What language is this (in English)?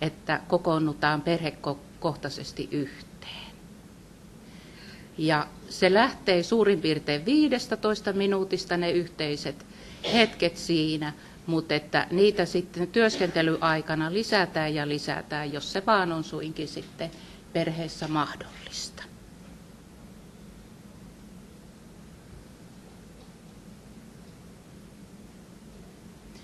Finnish